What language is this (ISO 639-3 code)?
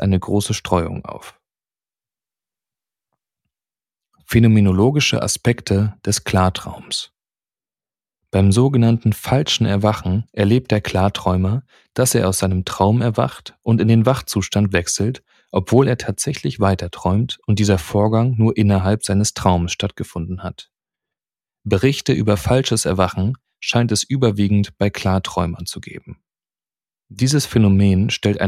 deu